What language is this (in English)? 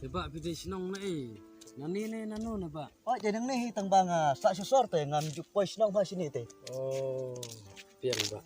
Khasi